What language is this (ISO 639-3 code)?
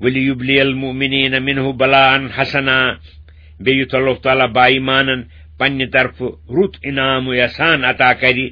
kas